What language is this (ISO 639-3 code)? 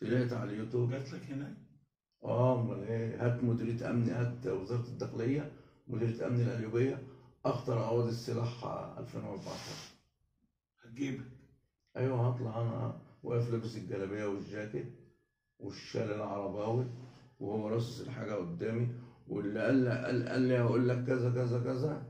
arz